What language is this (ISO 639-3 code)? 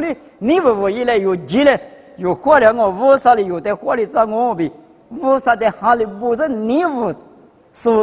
lis